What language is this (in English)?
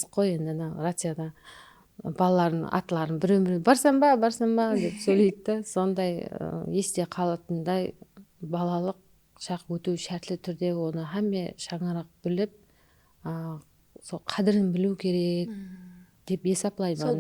Kara-Kalpak